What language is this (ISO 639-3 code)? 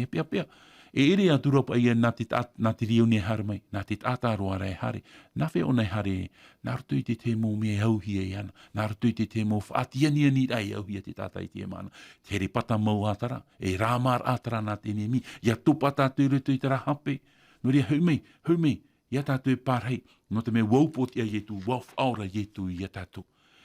tah